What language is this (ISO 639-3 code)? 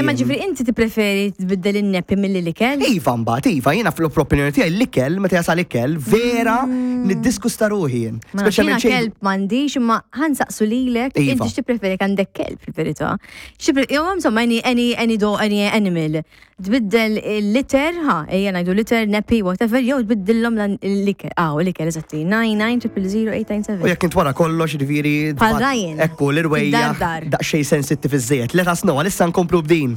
mlt